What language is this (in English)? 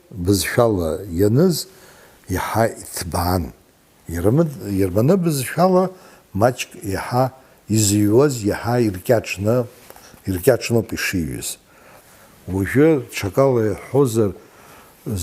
Abkhazian